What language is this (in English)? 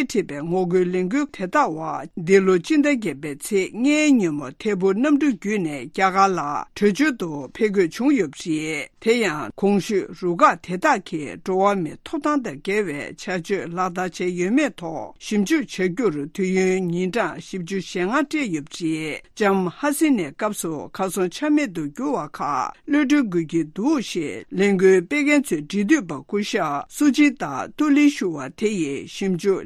Tibetan